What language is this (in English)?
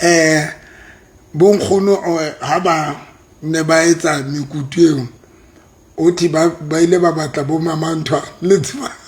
Southern Sotho